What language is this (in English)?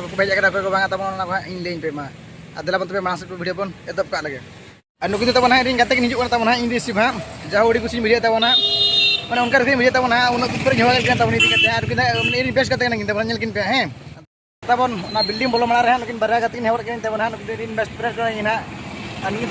Santali